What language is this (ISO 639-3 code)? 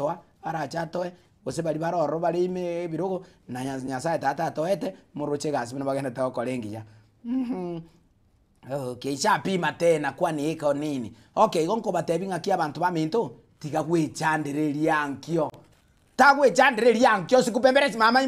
guz